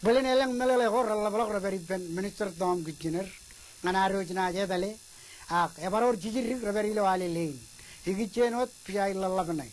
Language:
Marshallese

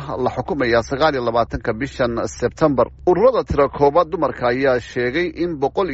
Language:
Somali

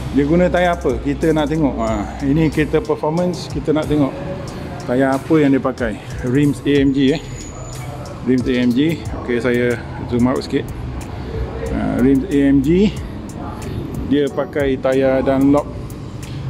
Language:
Malay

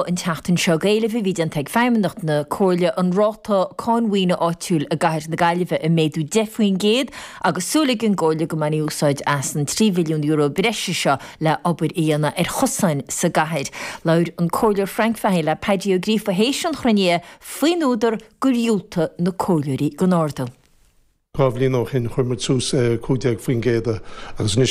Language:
Irish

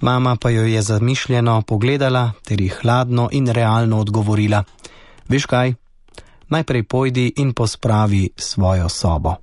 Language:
Slovenian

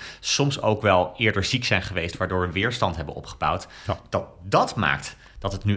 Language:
Dutch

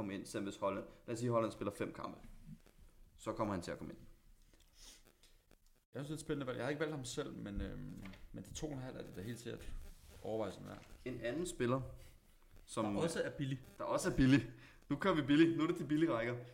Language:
Danish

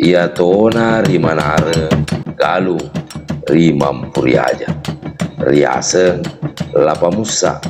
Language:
Buginese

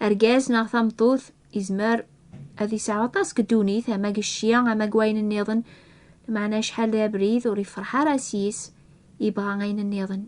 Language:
Kabyle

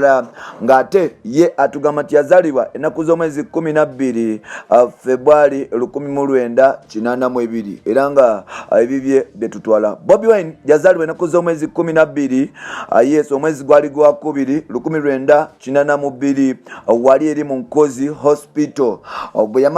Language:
Ganda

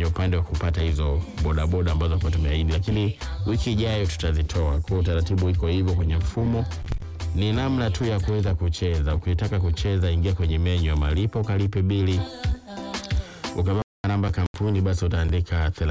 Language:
Swahili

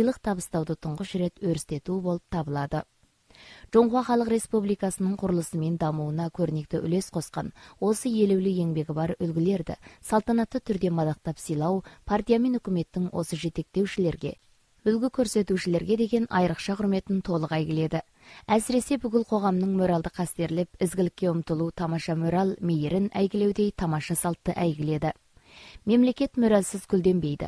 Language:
Kazakh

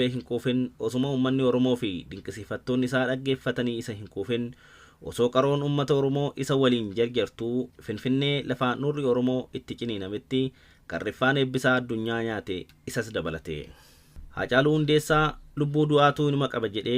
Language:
Oromo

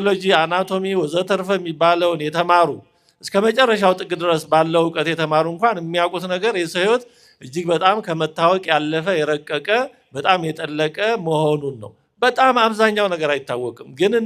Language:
Amharic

